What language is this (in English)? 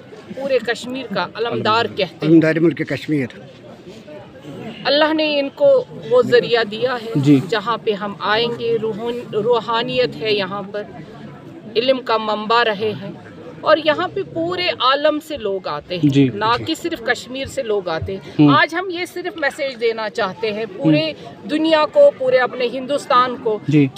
Urdu